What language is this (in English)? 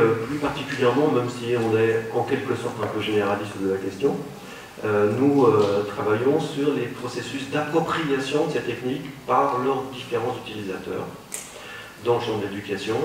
French